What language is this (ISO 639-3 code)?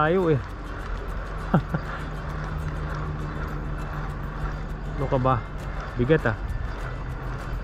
fil